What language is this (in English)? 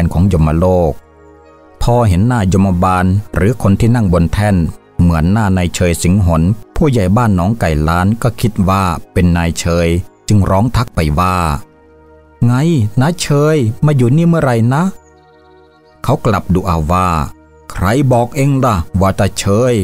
Thai